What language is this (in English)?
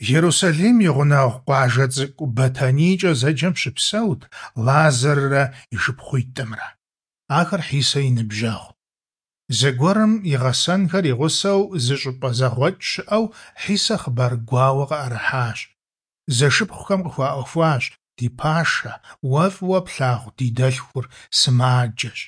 Kabardian